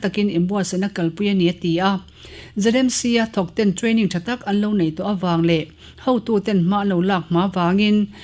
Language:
Mizo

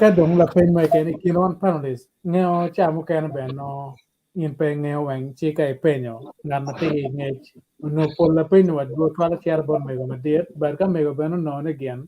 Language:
Acoli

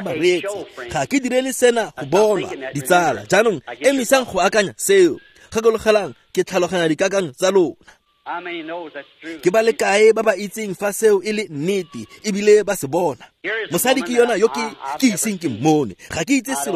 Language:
Tswana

